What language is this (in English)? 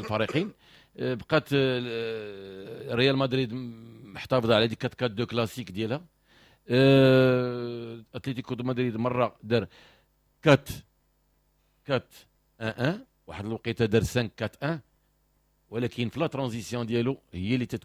Moroccan Arabic